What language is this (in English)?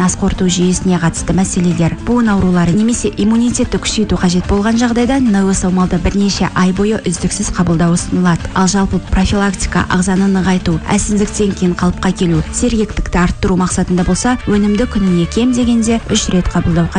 Kazakh